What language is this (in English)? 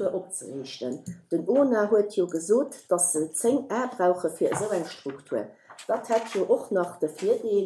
Luxembourgish